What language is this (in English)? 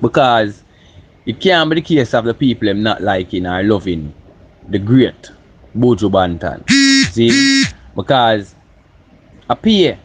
Jamaican Creole English